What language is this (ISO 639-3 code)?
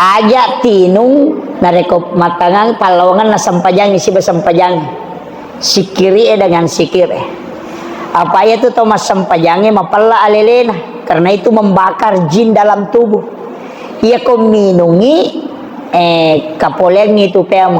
bug